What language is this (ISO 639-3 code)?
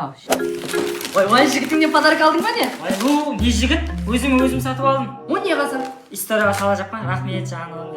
kaa